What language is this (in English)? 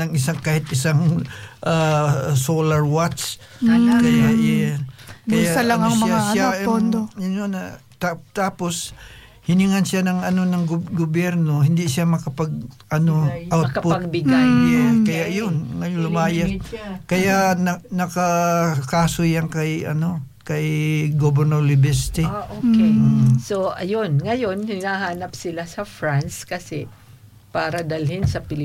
Filipino